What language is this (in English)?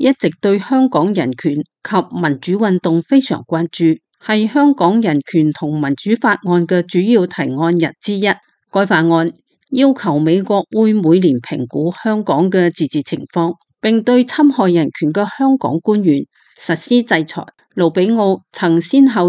Cantonese